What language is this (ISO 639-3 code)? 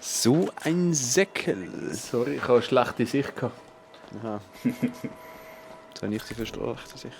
gsw